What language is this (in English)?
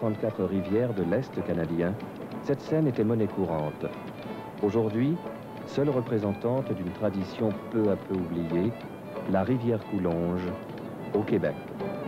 French